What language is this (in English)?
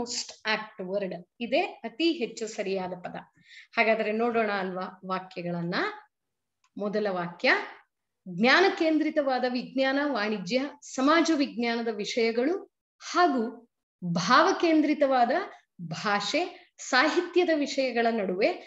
Kannada